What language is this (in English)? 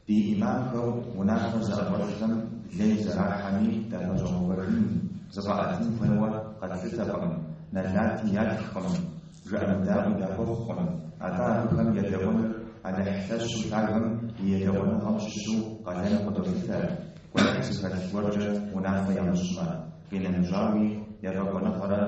Kabardian